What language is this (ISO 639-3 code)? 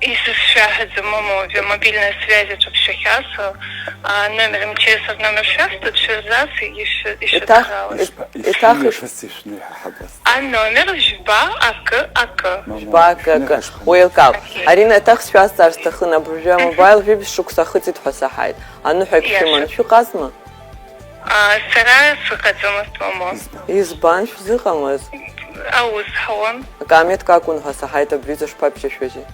abk